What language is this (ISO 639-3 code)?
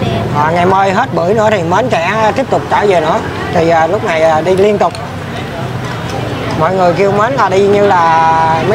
vie